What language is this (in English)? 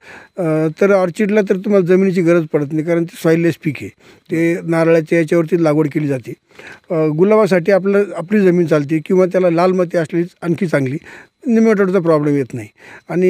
Marathi